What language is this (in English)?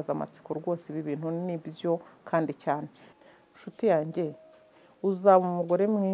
Kinyarwanda